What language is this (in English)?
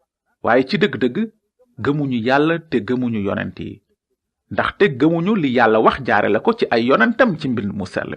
Wolof